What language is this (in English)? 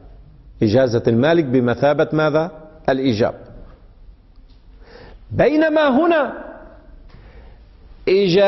Arabic